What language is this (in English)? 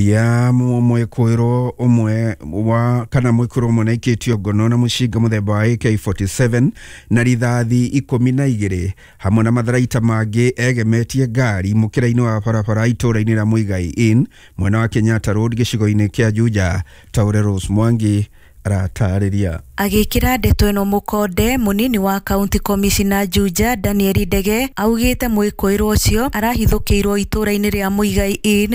Kikuyu